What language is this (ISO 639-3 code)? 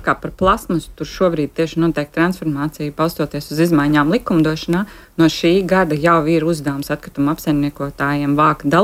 lav